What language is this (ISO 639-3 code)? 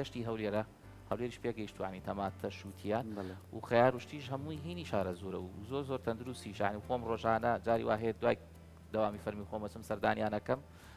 ckb